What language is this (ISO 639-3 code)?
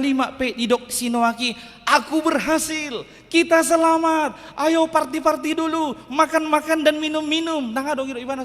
bbc